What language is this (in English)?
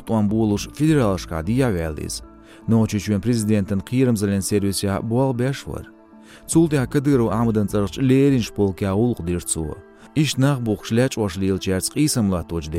Chechen